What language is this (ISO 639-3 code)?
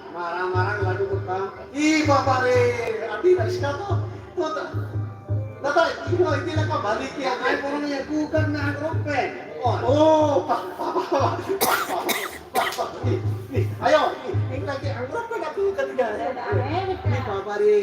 sat